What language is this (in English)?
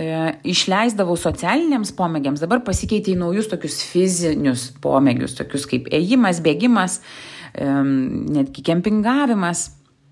Lithuanian